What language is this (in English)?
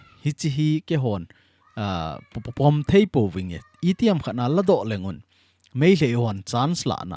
Thado Chin